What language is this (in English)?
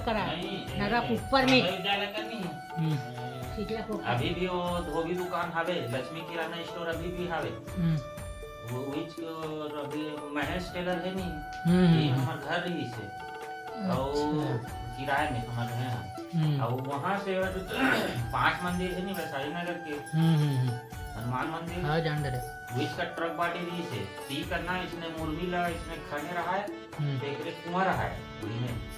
Chhattisgarhi